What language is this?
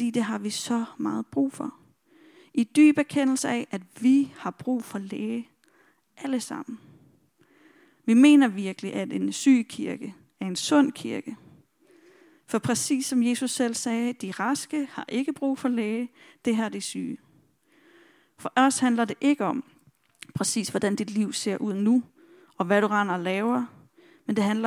Danish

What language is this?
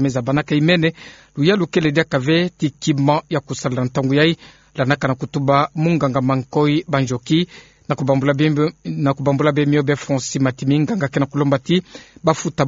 Kituba (Democratic Republic of Congo)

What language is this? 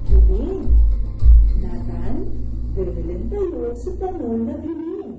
Pangasinan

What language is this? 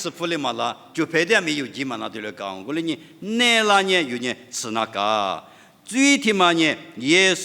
Lisu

